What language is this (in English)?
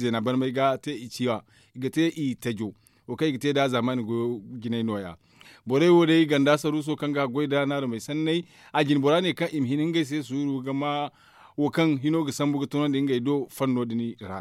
Zarma